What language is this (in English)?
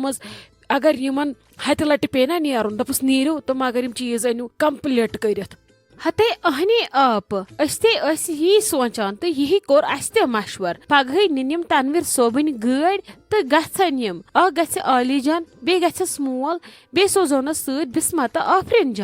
Kashmiri